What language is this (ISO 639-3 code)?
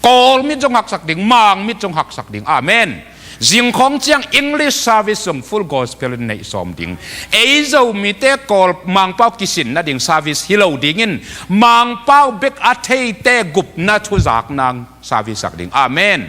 ctd